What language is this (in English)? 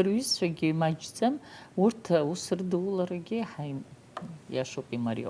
Abkhazian